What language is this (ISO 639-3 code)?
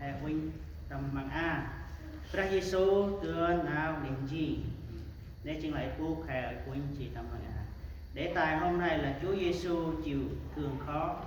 cmo